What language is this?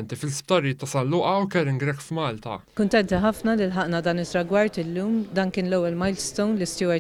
Maltese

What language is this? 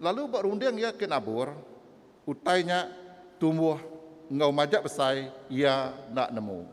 Iban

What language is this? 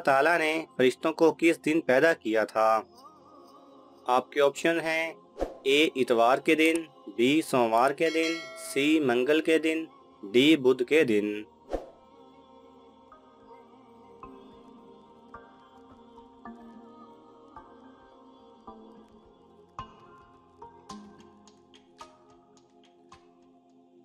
Urdu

